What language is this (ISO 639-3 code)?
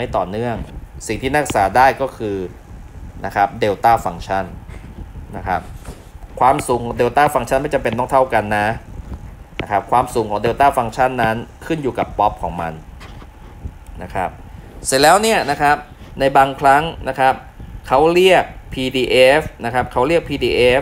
tha